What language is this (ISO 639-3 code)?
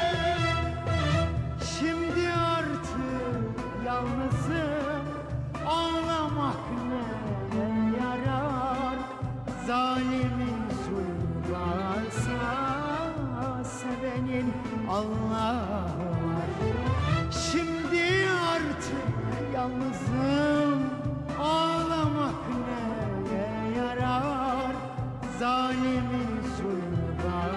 tur